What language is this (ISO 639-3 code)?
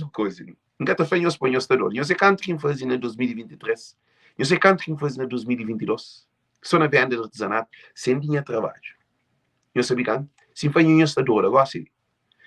kea